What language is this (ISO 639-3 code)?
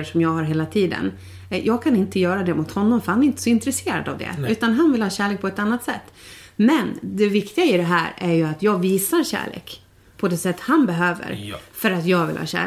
swe